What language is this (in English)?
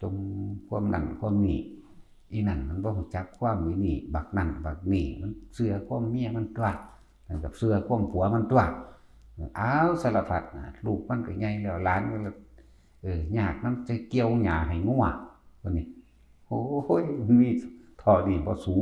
Northeastern Thai